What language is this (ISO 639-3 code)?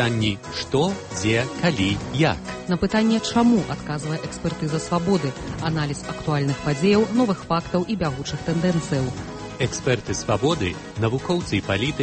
bel